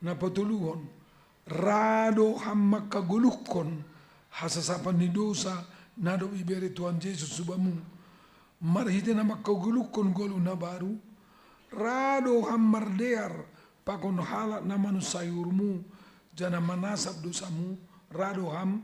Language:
Batak Simalungun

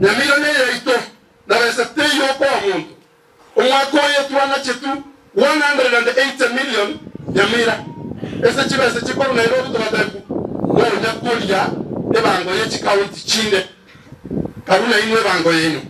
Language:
Gusii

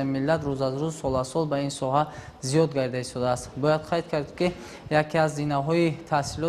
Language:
Tajik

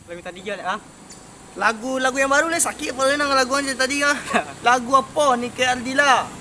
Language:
Minangkabau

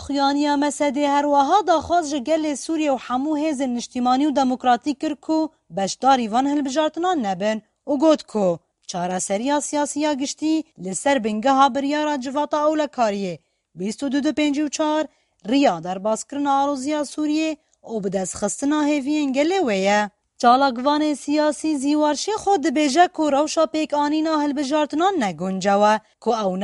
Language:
Kurdish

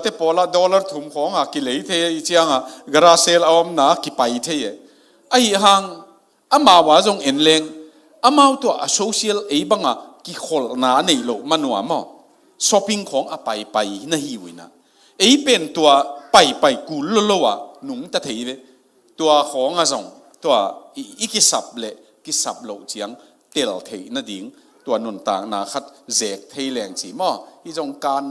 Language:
Tedim Chin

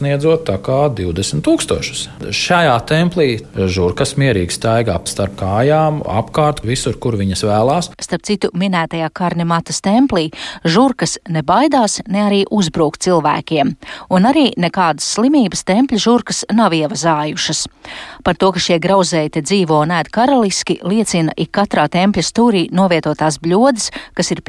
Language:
Latvian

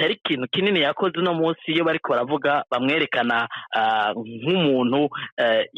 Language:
Rundi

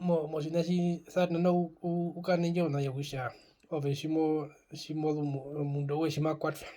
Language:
Herero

